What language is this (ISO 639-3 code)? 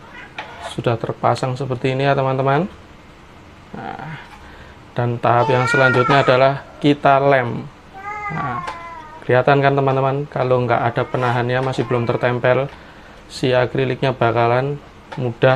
ind